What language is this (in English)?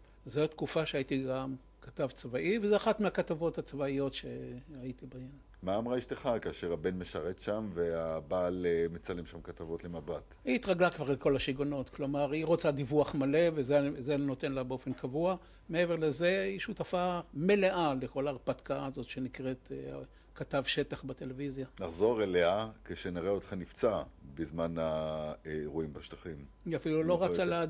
Hebrew